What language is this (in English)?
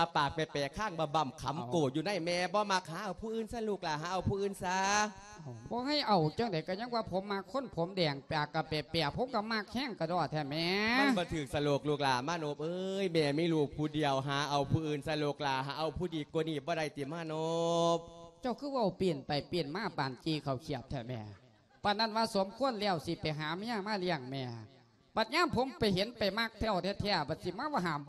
Lao